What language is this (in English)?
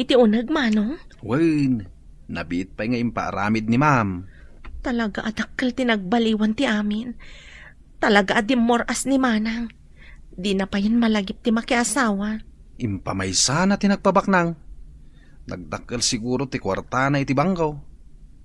Iloko